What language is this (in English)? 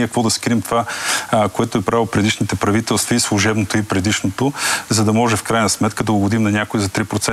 Bulgarian